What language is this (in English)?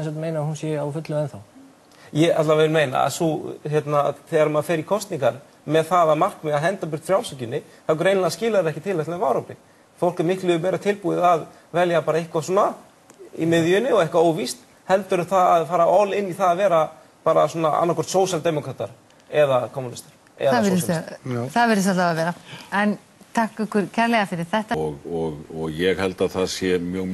Icelandic